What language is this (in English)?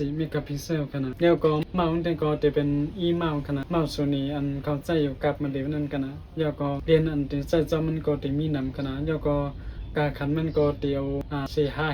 Shan